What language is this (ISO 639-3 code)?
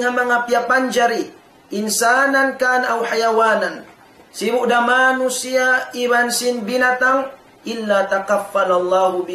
tsg